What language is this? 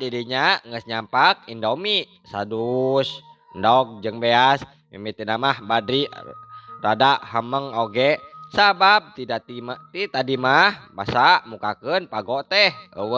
Sundanese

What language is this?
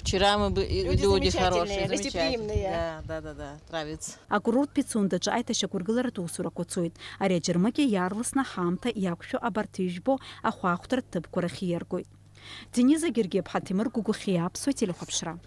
Abkhazian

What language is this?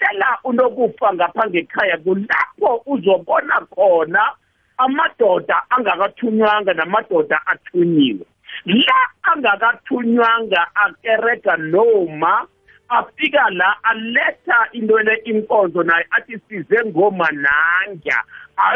South Ndebele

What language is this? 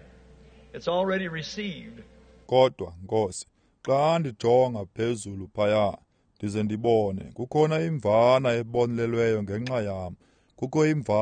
Xhosa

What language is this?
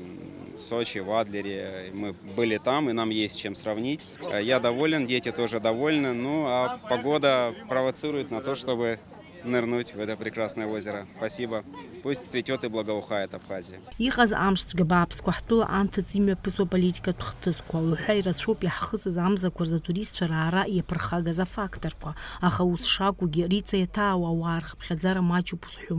Abkhazian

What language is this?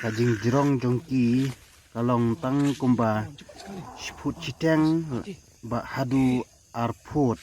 Khasi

